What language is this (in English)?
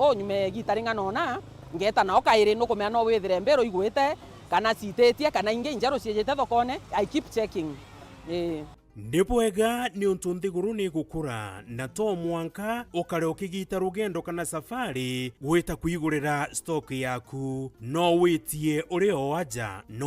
Meru